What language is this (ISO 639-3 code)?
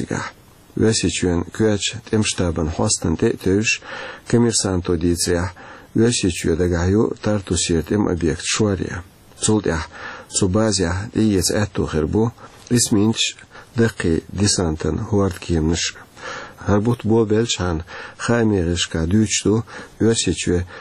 che